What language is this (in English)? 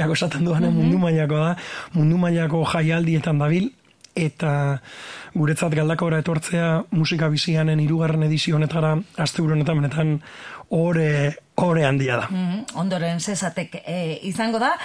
Basque